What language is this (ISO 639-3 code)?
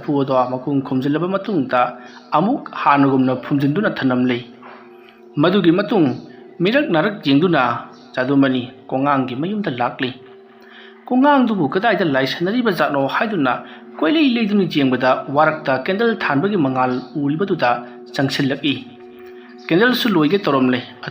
mni